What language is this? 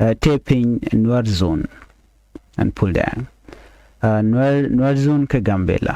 Nuer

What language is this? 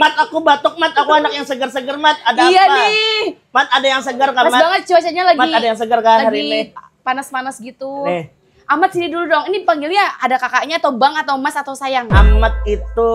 Banjar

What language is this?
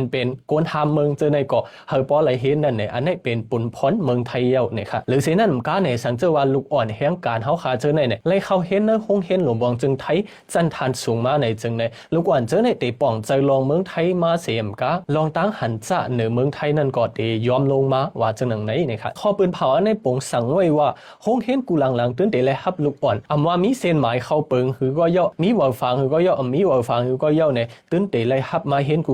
Shan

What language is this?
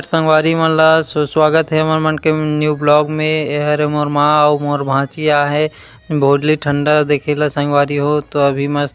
Chhattisgarhi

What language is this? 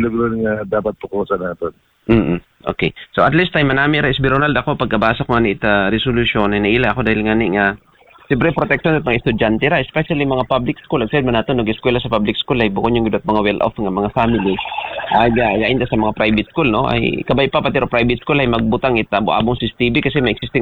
Aklanon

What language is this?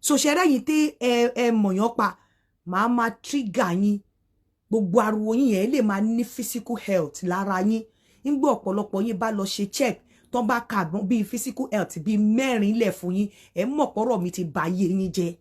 Yoruba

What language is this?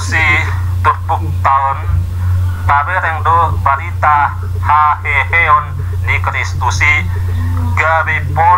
Batak Toba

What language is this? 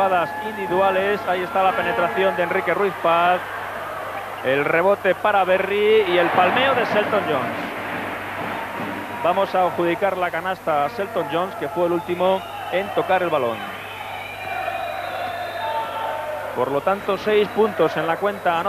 Spanish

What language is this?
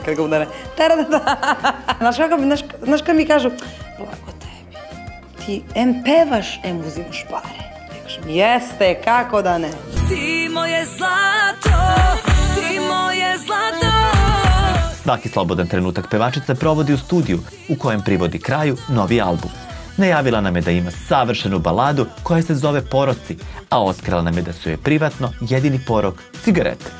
Serbian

